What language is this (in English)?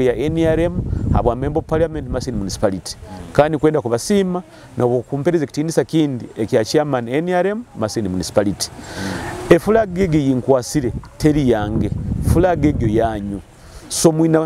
Nyoro